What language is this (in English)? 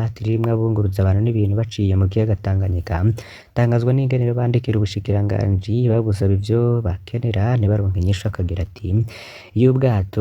Rundi